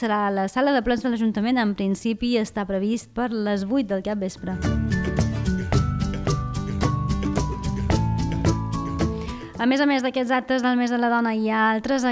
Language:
Catalan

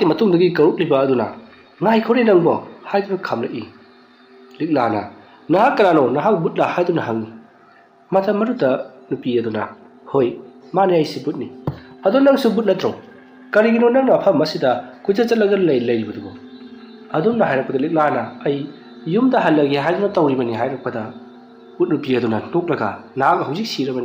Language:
Manipuri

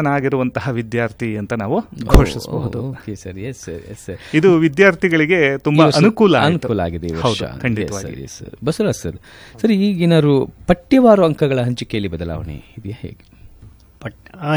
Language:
Kannada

